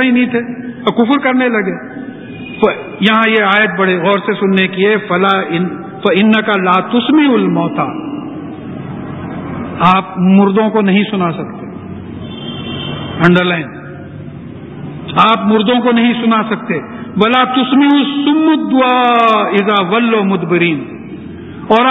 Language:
Urdu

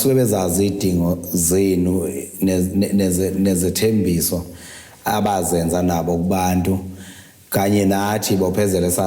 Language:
Zulu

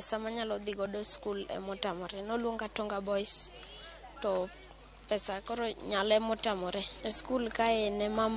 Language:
Luo (Kenya and Tanzania)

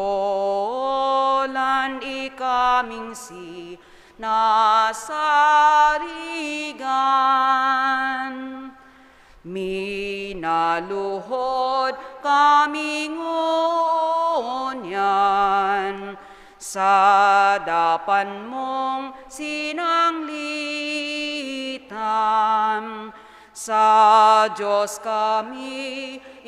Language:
Bikol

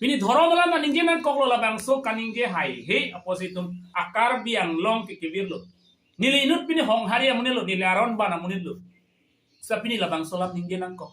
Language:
Karbi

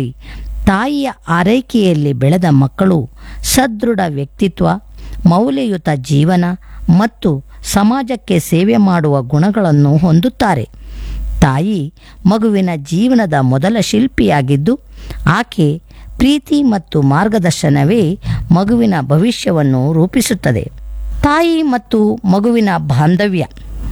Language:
Kannada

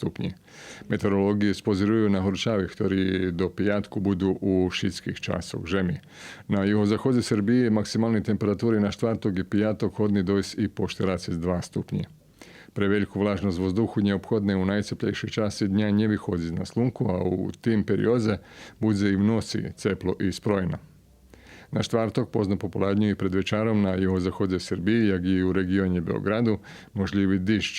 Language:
Rusyn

